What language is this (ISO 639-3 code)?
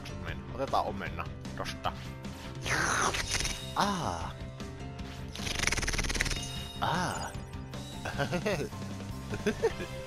fin